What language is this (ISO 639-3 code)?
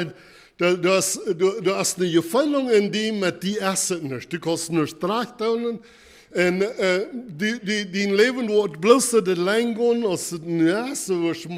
pdt